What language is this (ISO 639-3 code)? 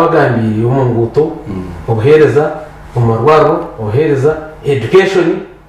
nyn